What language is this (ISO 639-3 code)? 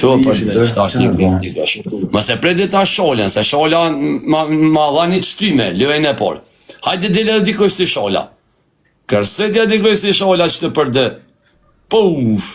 sqi